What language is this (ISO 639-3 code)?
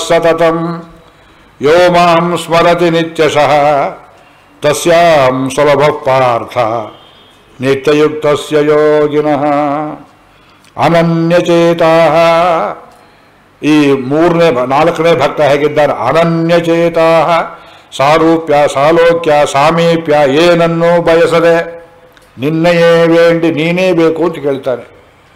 kan